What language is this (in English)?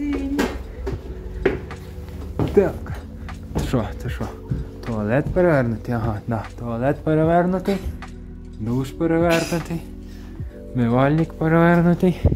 Ukrainian